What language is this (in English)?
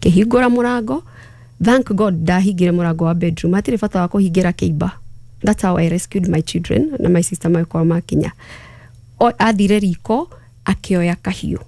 Kikuyu